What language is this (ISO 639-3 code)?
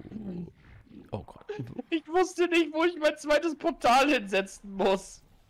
deu